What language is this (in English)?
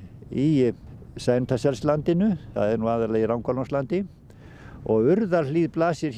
Icelandic